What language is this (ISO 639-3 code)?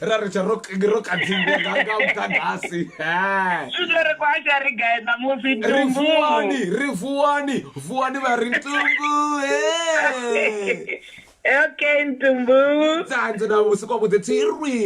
ven